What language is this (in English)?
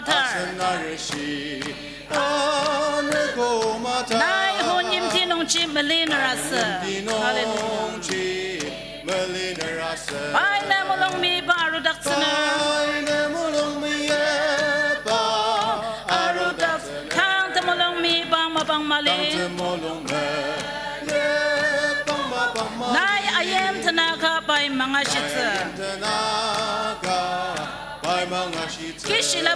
Ao Naga